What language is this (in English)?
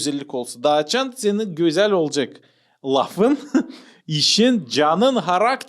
Gagauz